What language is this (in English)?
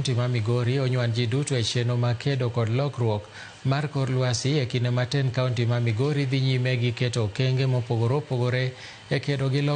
Luo (Kenya and Tanzania)